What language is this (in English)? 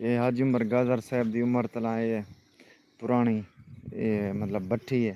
Saraiki